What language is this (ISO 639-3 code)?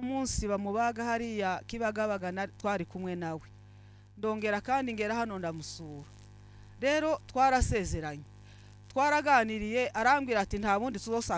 kin